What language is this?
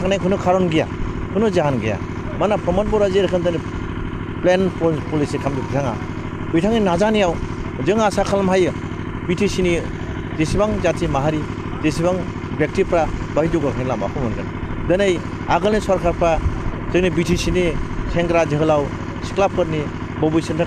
Bodo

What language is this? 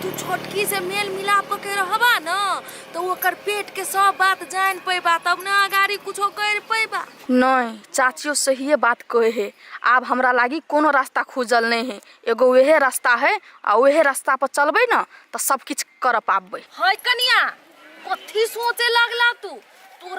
Maithili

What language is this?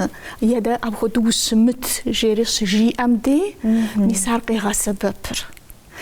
Kabardian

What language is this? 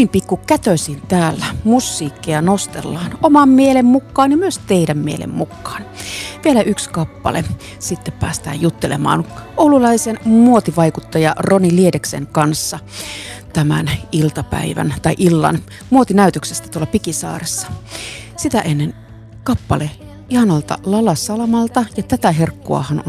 Finnish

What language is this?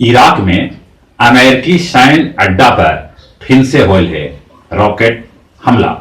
Magahi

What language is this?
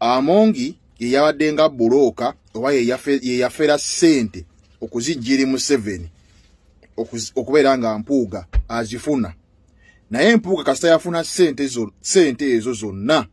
Ganda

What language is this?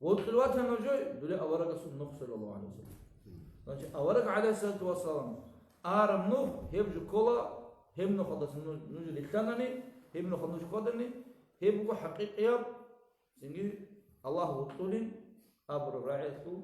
Avaric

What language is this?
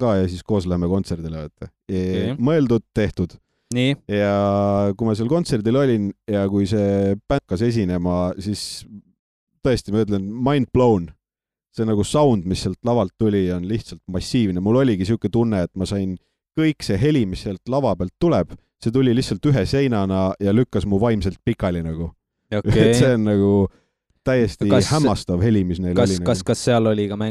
Estonian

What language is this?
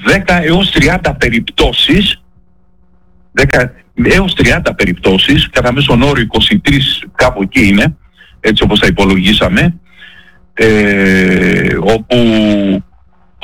Greek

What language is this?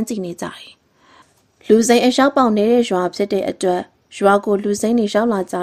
Burmese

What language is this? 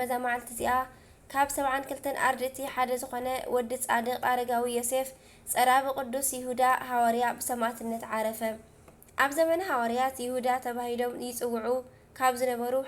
Tigrinya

